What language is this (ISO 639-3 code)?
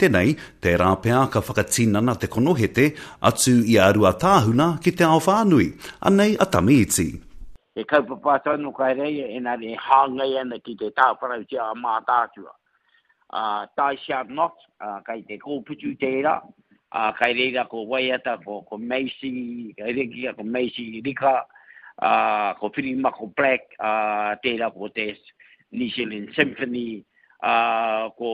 mri